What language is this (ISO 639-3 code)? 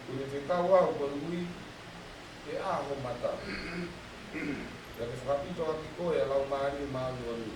ton